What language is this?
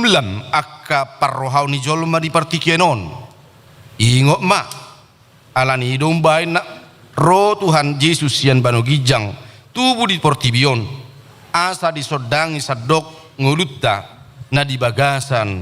Batak Toba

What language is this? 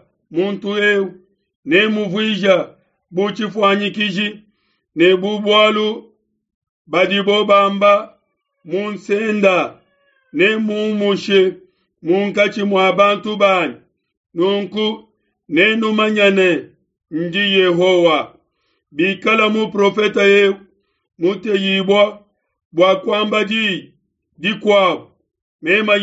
Luba-Lulua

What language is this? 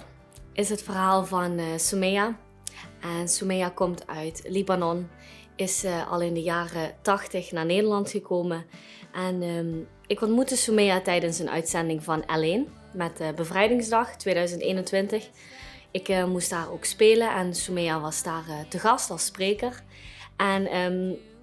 Dutch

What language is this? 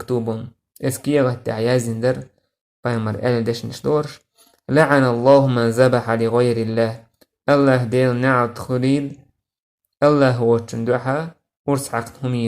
Chechen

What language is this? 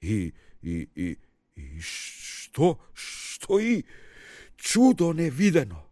Macedonian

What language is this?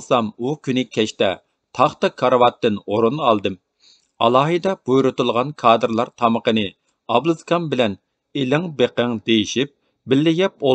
Uyghur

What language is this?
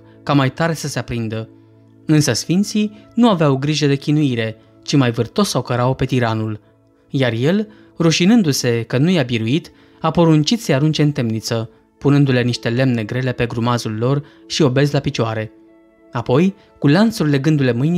Romanian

